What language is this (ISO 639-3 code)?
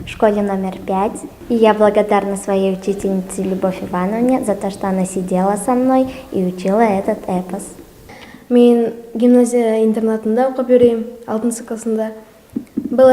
bak